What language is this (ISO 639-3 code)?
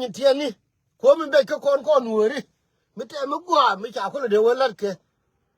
nus